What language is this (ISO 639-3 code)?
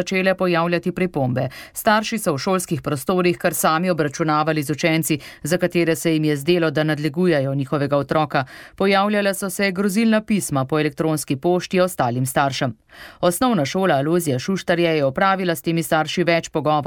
slv